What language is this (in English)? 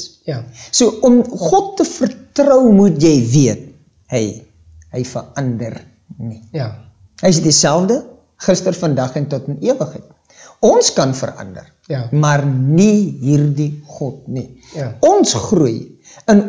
Afrikaans